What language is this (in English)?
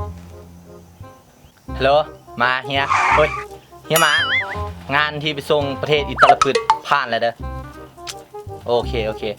Lao